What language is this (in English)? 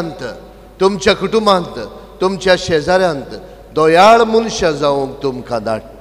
Konkani